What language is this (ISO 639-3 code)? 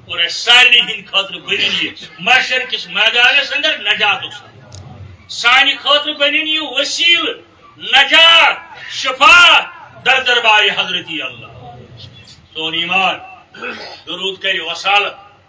kas